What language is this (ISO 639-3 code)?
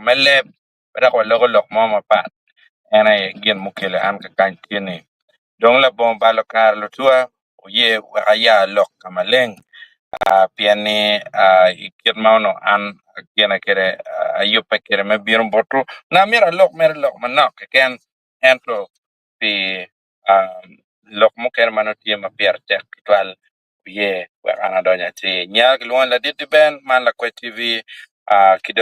ach